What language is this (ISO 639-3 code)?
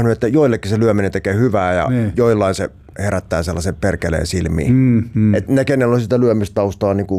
fin